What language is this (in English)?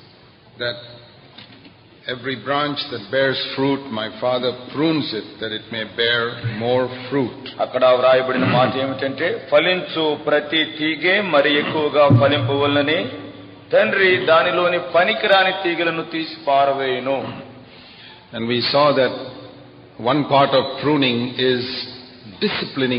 Telugu